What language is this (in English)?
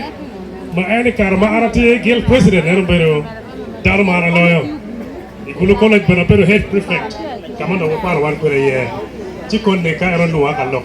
Acoli